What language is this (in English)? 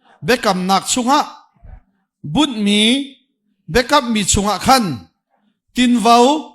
Hakha Chin